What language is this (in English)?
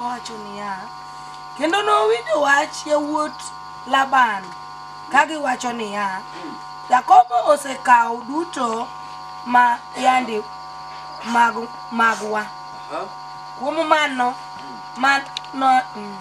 Luo (Kenya and Tanzania)